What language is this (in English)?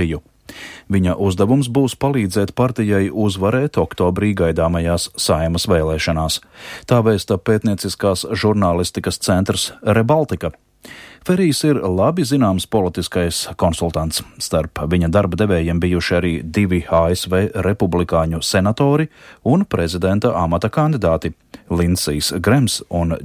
Latvian